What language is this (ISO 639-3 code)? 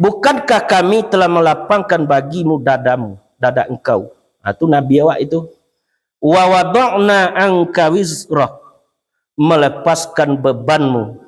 min